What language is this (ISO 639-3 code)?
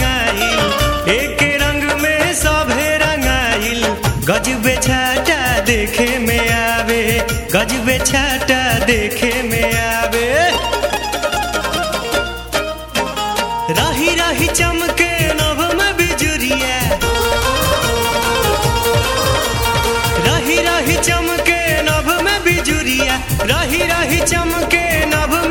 bho